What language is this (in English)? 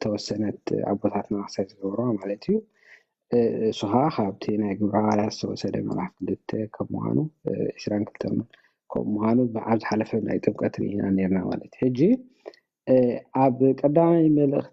Tigrinya